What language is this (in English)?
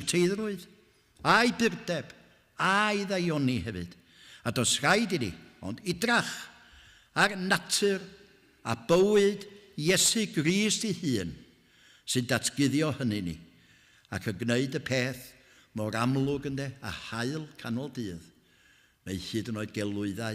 Welsh